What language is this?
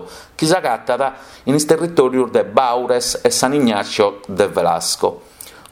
Sardinian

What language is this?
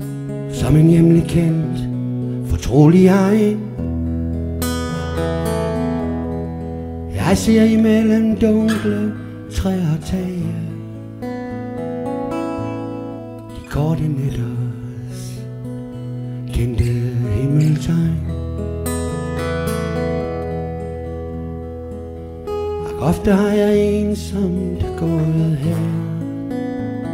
Danish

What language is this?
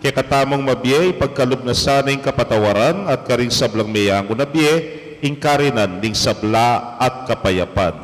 Pampanga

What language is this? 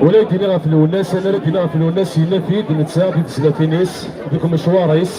Kabyle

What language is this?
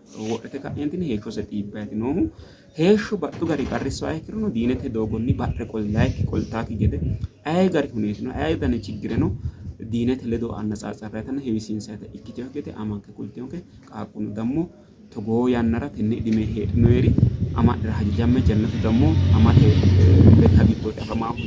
Sidamo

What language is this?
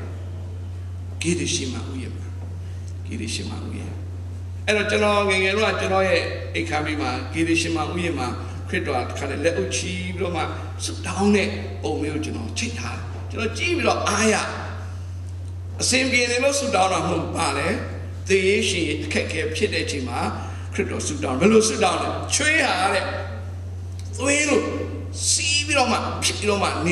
Burmese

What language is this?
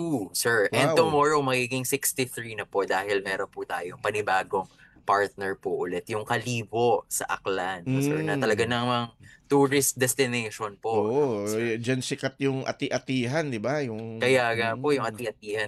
Filipino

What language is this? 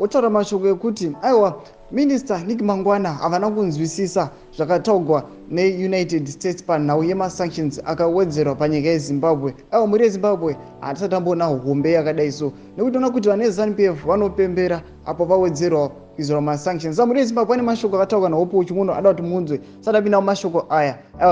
Shona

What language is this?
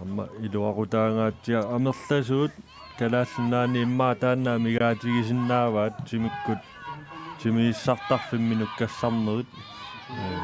Kalaallisut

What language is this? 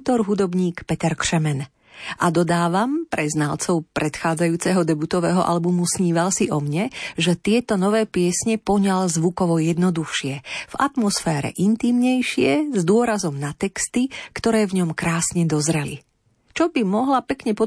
Slovak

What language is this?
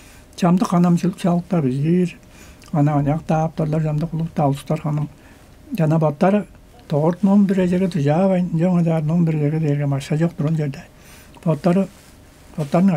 Tuvinian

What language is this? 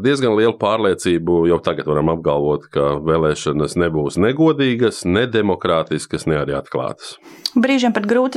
Latvian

